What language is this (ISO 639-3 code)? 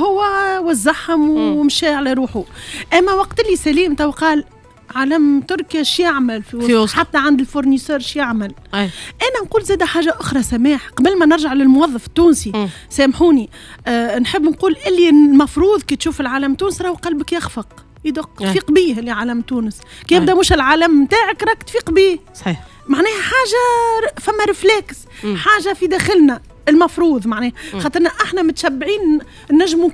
aeb